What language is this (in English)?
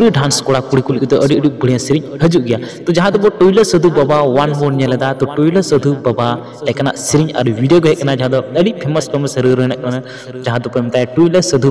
Santali